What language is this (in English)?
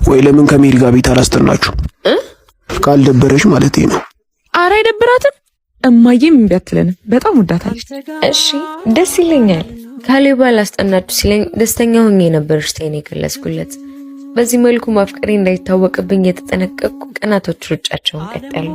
Amharic